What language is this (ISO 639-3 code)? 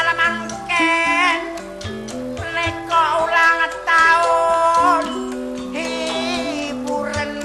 mad